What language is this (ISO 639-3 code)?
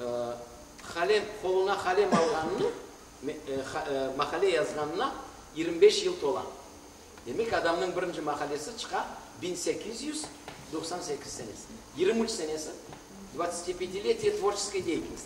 crh